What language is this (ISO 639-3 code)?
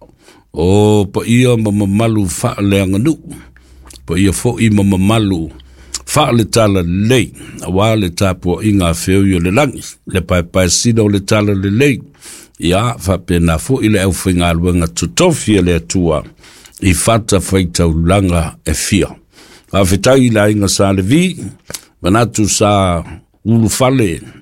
smo